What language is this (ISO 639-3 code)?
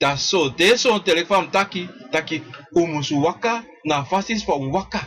srn